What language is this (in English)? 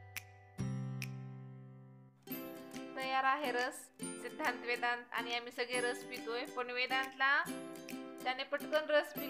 Marathi